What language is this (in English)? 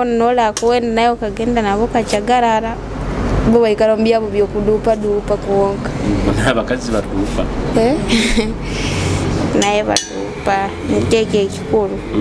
Nyoro